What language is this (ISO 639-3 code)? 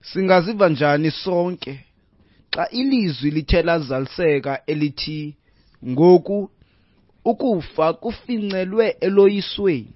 xho